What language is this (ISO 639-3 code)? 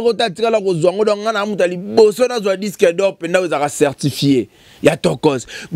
lin